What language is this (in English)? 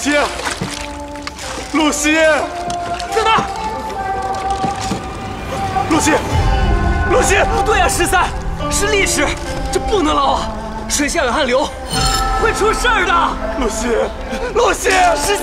Chinese